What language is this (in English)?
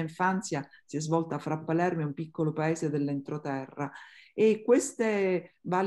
Italian